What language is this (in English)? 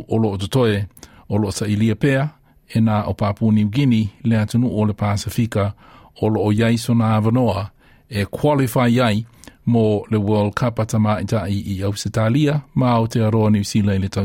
Samoan